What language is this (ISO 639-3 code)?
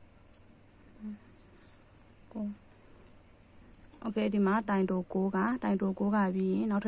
mya